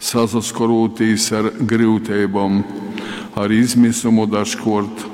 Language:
Latgalian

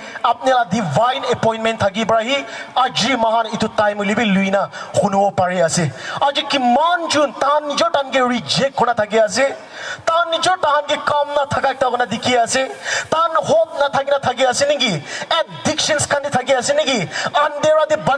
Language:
Naga Pidgin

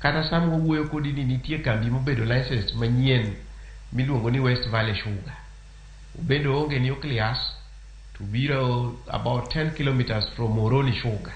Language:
Luo (Kenya and Tanzania)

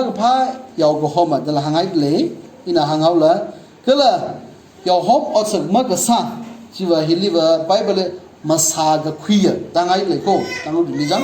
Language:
Tangkhul Naga (India)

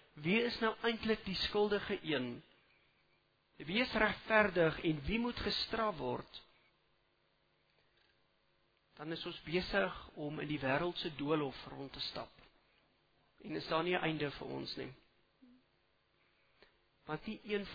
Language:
Afrikaans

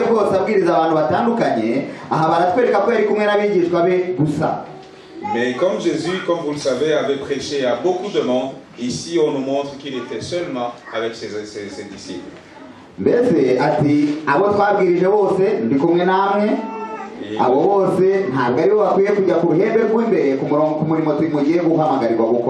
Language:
Kinyarwanda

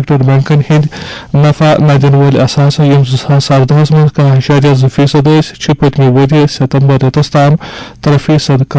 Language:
Kashmiri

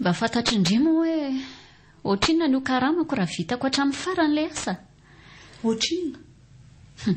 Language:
Malagasy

